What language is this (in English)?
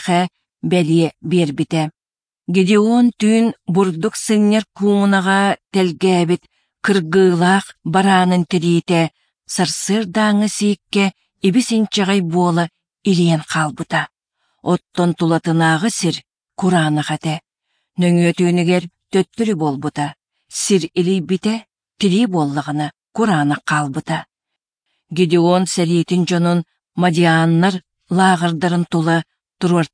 Yakut